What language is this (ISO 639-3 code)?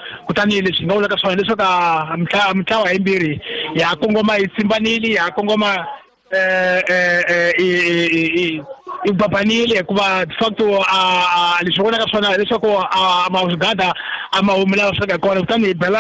tso